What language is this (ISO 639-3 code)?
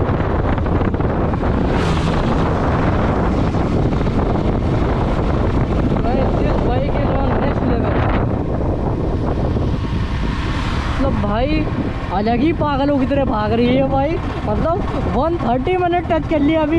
hin